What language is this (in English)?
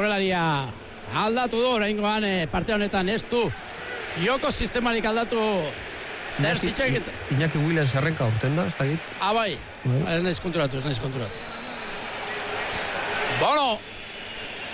Basque